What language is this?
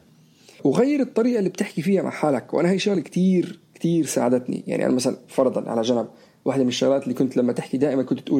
North Levantine Arabic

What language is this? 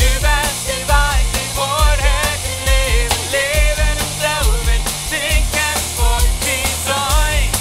Plautdietsch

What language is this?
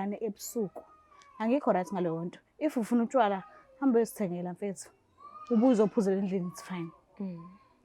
Zulu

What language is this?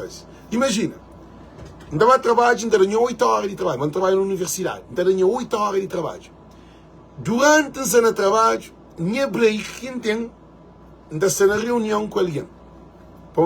Kabuverdianu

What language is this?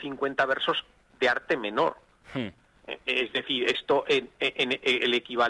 Spanish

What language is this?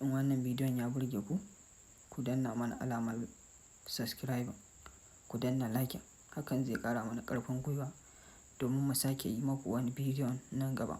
Hausa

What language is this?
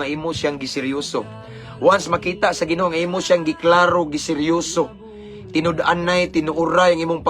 Cebuano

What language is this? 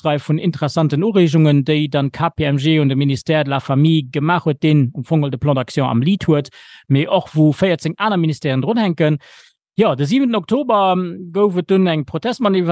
Luxembourgish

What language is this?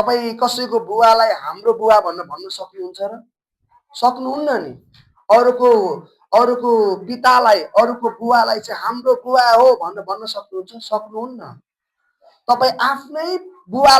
Nepali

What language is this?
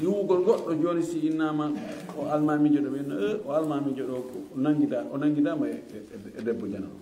Fula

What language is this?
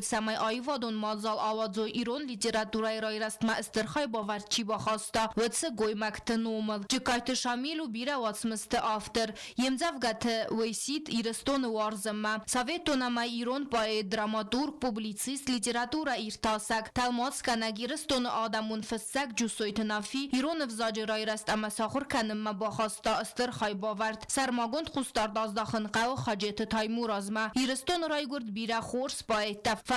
Ossetic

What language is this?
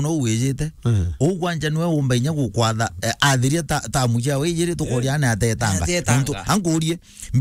Meru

